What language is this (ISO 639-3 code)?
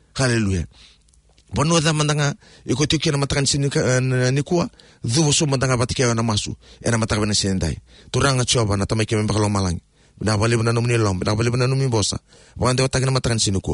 fij